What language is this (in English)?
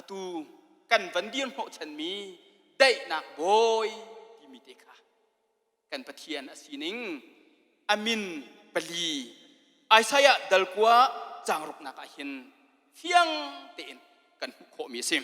Hakha Chin